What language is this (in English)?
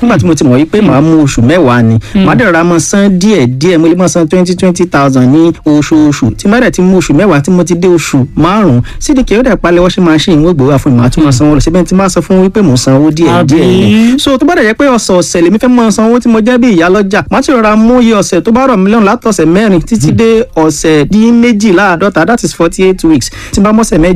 Yoruba